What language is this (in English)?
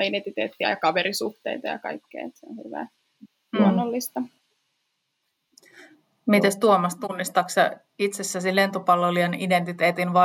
Finnish